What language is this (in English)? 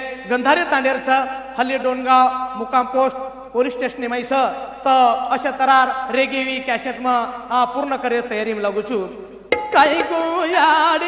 Lambadi